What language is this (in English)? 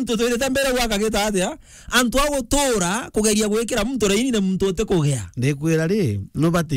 Meru